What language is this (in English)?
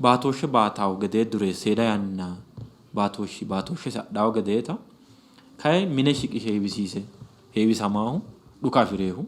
Sidamo